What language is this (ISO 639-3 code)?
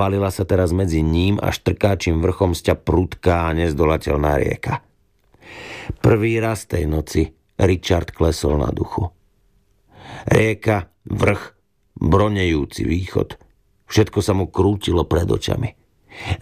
slk